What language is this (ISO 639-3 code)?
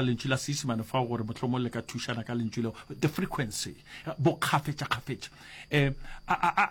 nso